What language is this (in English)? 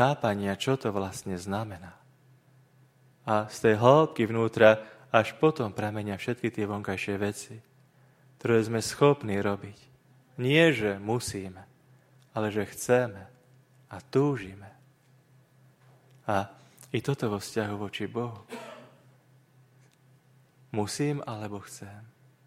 Slovak